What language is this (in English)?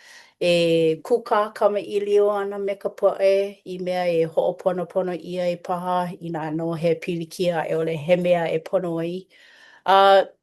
Hawaiian